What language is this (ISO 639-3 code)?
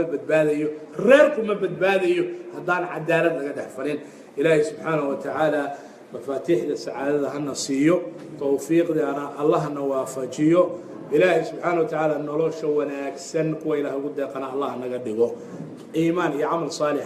som